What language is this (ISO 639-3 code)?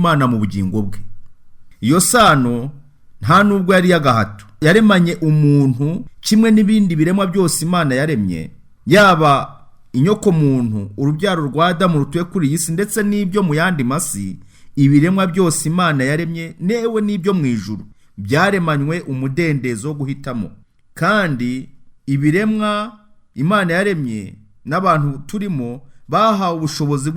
kin